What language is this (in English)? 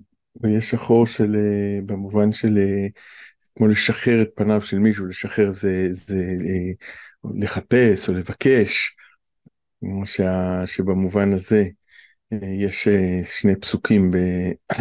Hebrew